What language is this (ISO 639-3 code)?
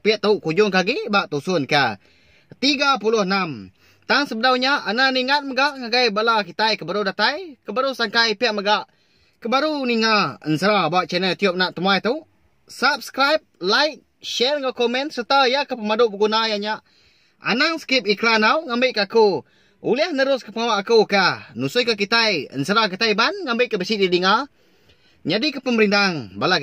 iba